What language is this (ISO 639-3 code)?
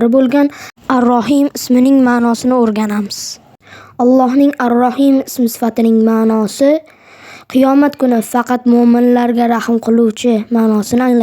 uzb